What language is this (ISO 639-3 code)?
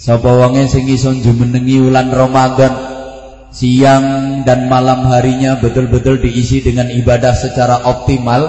jav